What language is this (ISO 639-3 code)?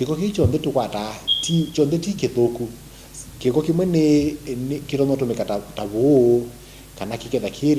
kam